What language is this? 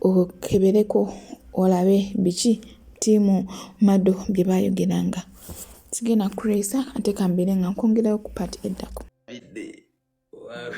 Ganda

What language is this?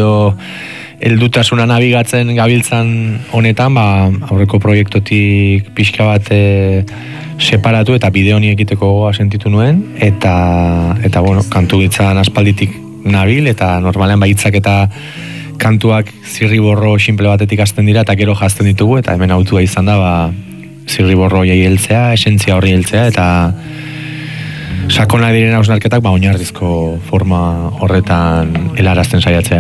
Basque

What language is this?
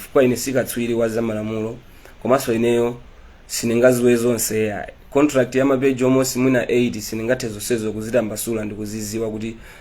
Nyanja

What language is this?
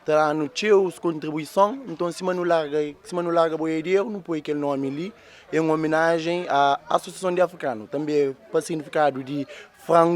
Kabuverdianu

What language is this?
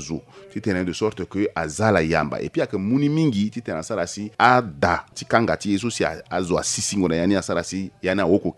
Sango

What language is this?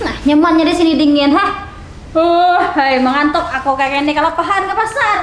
Banjar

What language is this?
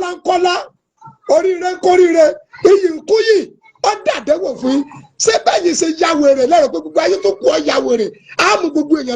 Yoruba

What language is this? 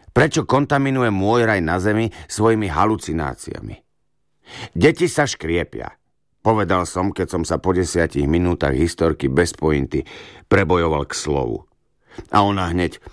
Slovak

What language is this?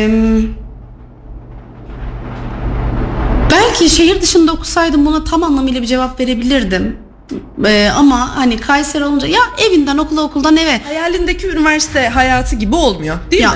Turkish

